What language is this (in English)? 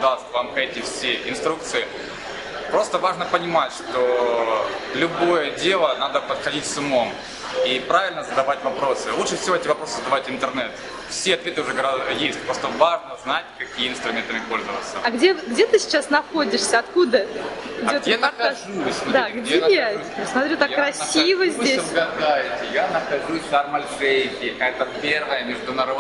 Russian